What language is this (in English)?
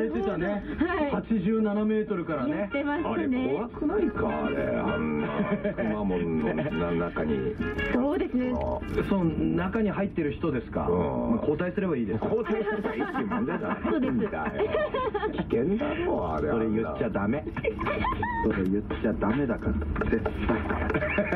Japanese